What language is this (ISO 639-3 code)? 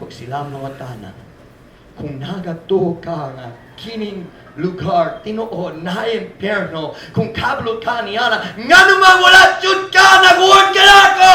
ceb